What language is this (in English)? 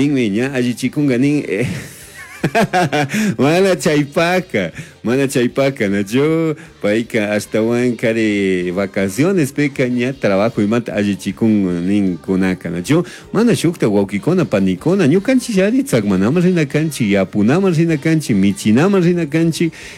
Chimborazo Highland Quichua